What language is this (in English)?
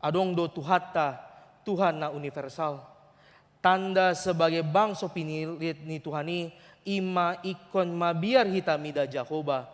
Batak Toba